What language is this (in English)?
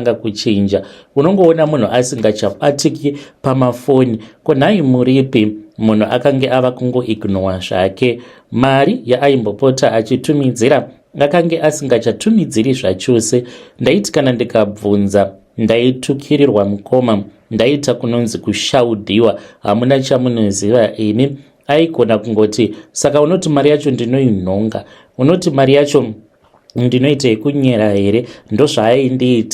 Shona